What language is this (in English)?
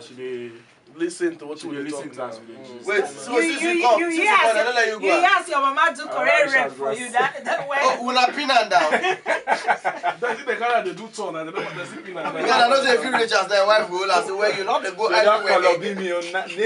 Nigerian Pidgin